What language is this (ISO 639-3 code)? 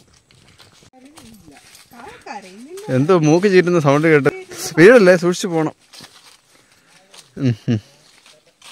mal